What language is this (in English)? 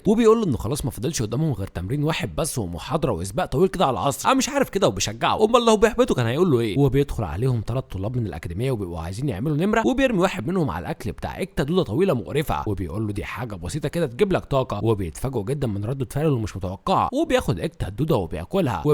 Egyptian Arabic